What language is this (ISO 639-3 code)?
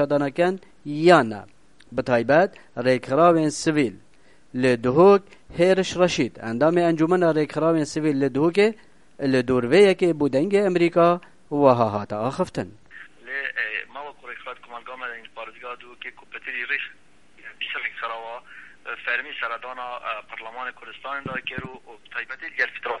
kur